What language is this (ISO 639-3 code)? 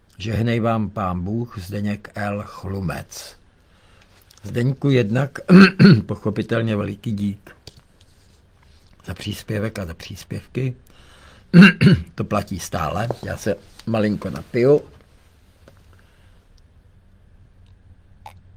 ces